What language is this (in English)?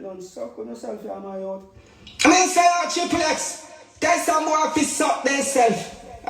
Jamaican Creole English